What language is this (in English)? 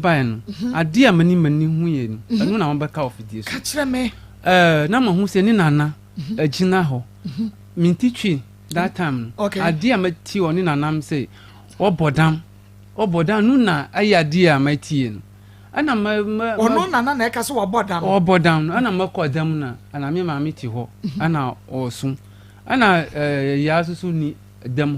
Akan